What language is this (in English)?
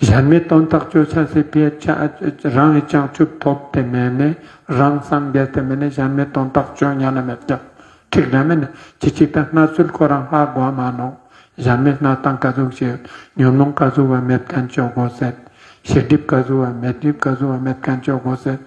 Ladakhi